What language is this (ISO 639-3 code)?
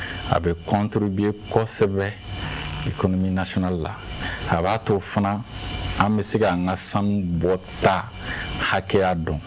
bam